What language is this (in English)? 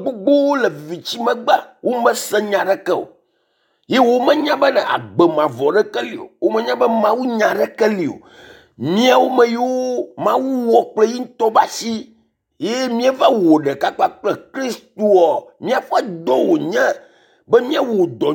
Ewe